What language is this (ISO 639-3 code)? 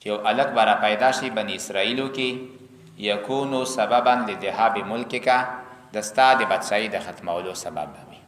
pus